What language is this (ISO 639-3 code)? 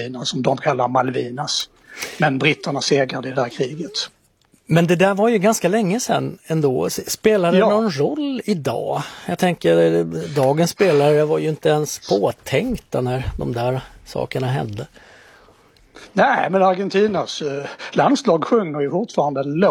swe